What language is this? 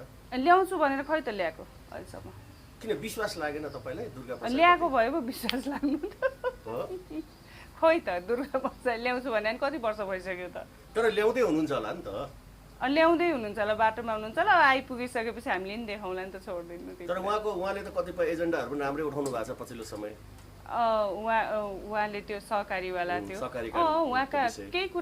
Nepali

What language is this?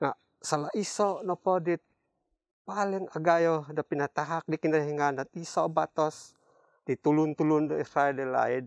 Central Dusun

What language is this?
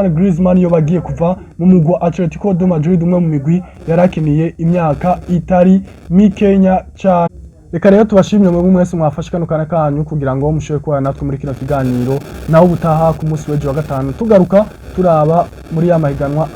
Rundi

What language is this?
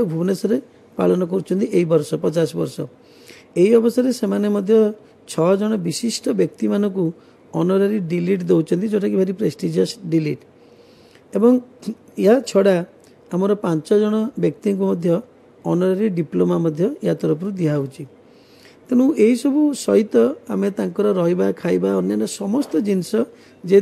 Odia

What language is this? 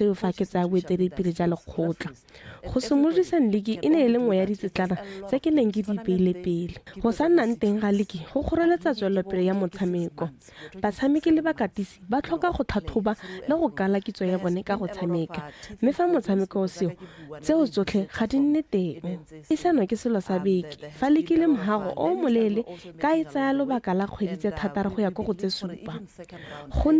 Tswana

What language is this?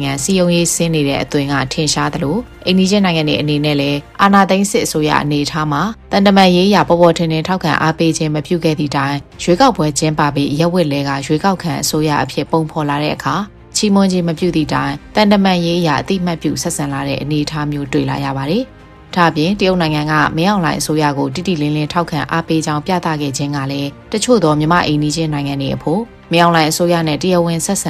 Burmese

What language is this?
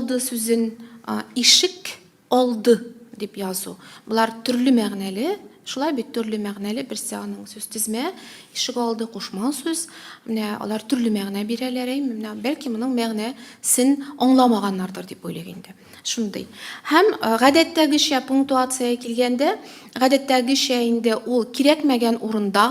Tatar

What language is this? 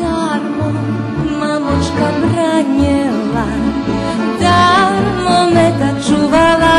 Rusyn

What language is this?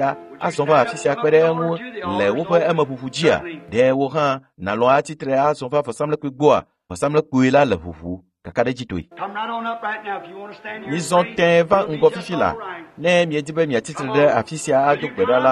Ewe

